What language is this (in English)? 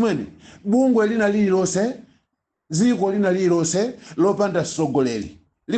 Nyanja